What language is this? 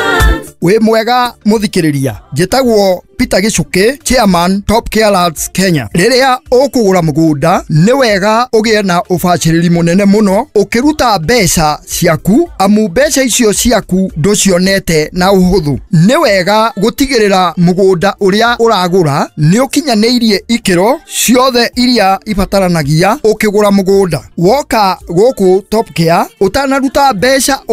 Kikuyu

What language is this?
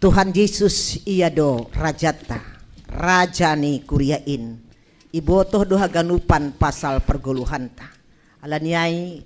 Batak Simalungun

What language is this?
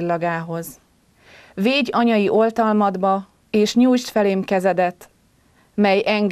Hungarian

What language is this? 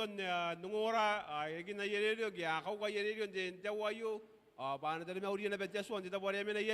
Gilbertese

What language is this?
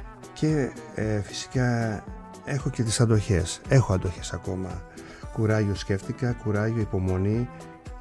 Greek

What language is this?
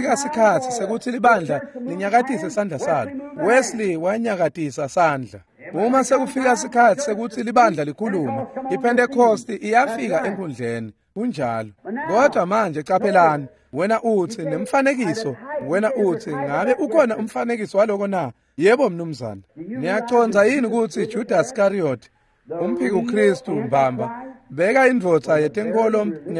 Swati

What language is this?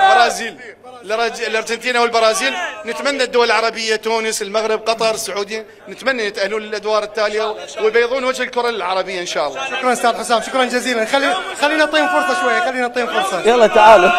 Mesopotamian Arabic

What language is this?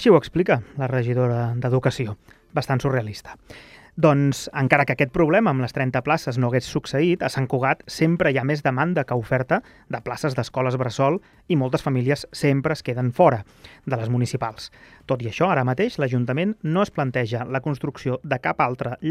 Catalan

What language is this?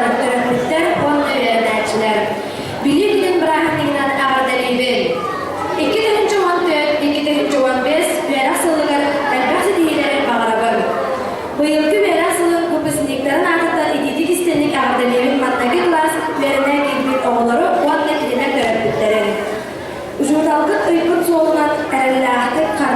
Yakut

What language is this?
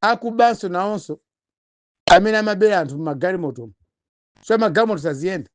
Nyanja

